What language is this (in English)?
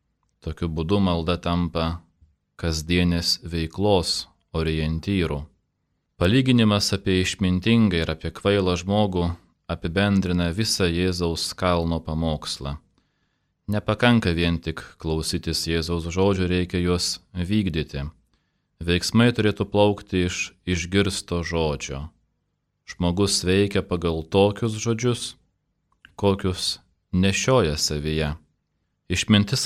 Lithuanian